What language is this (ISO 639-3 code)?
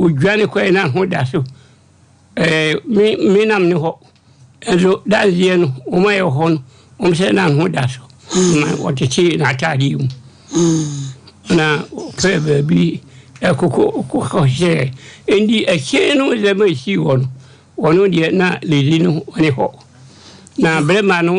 aka